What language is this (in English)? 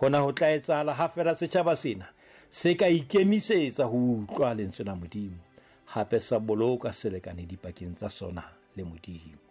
Southern Sotho